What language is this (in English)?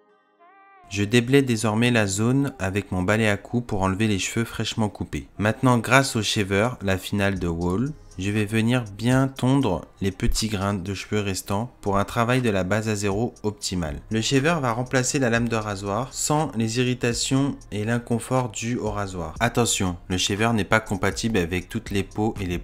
French